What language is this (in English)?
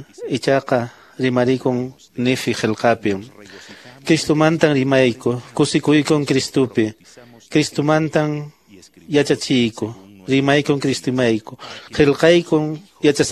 Quechua